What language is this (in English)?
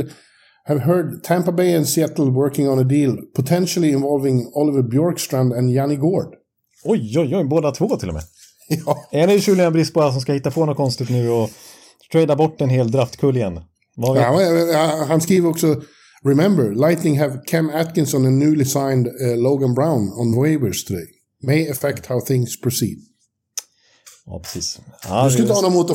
Swedish